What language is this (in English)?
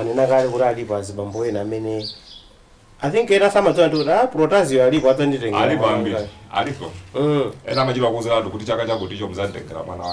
Nyanja